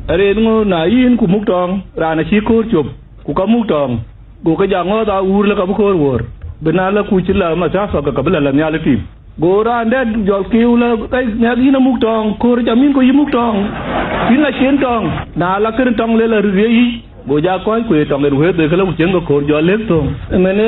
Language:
Dinka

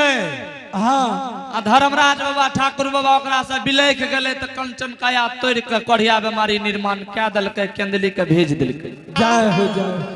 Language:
Angika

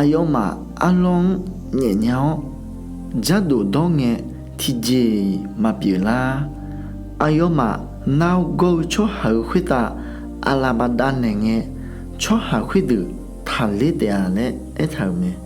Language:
Akha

